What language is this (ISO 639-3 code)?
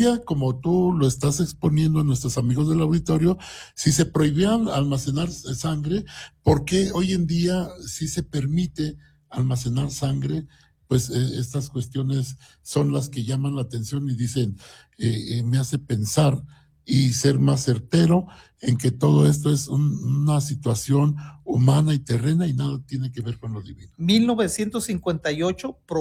spa